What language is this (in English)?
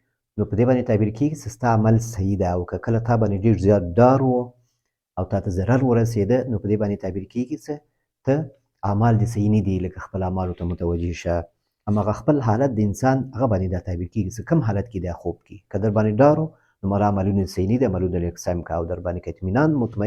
Pashto